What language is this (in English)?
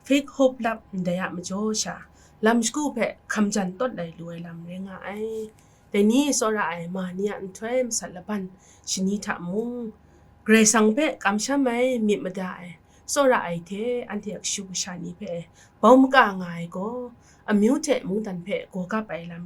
Kachin